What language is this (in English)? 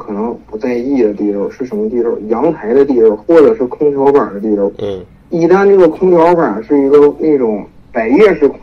Chinese